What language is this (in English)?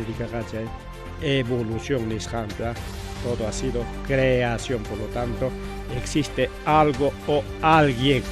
Ayacucho Quechua